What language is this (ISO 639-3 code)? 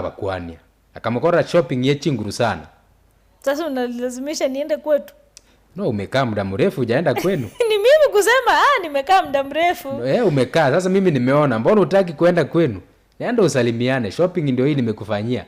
guz